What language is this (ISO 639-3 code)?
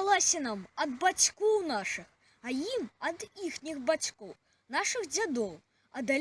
bel